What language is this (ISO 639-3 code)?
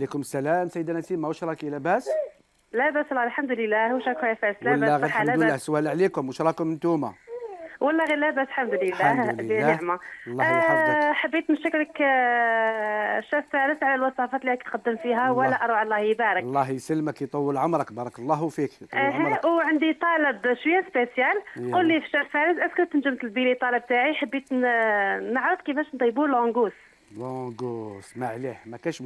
arq